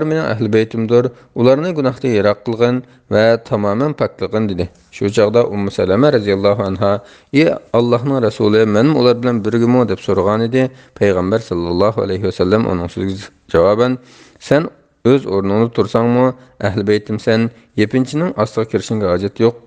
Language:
Uyghur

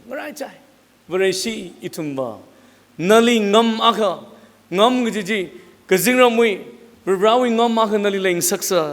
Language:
Tangkhul Naga (India)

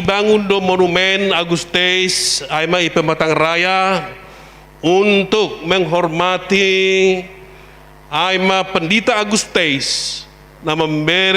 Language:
Batak Simalungun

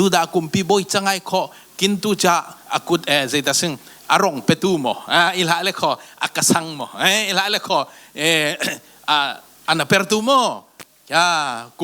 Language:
Falam Chin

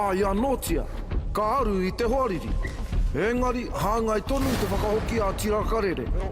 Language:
Māori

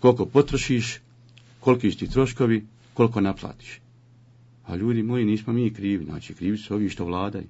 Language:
Bosnian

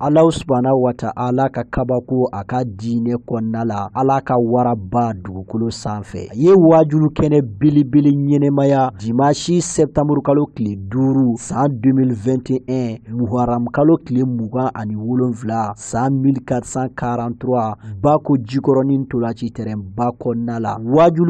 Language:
Bambara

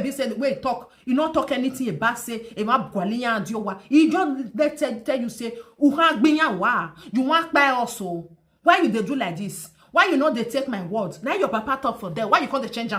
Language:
Nigerian Pidgin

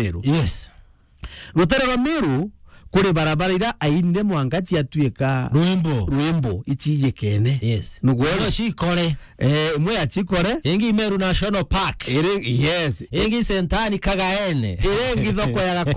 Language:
Meru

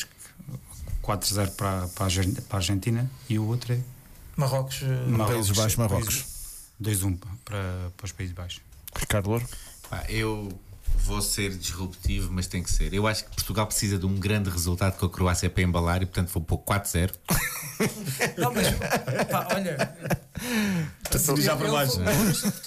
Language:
Portuguese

